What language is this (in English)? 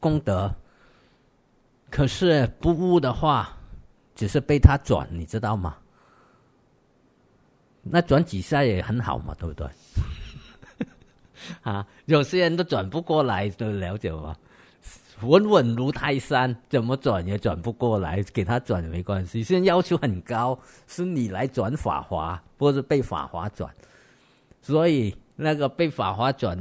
Chinese